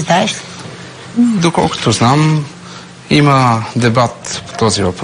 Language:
Bulgarian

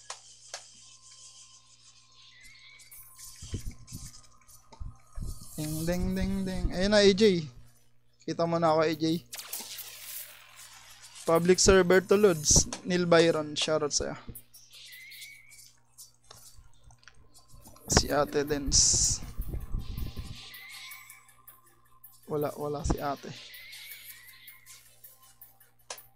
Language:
Filipino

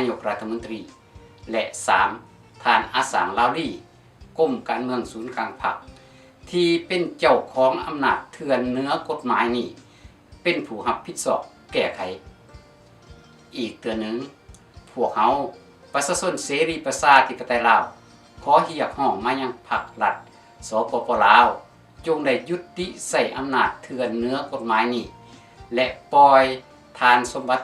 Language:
Lao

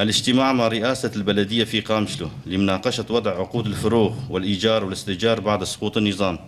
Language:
North Levantine Arabic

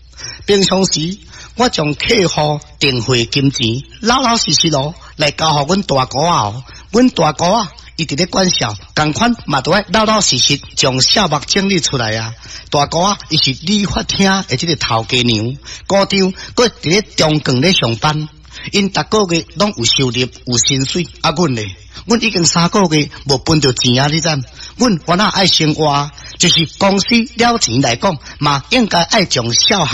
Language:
Min Nan Chinese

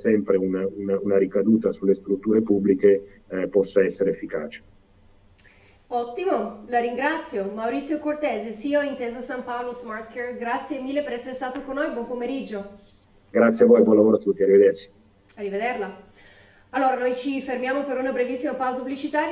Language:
Italian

